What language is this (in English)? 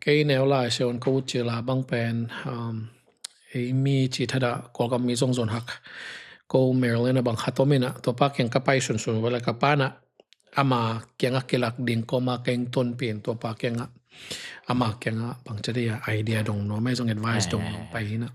Tedim Chin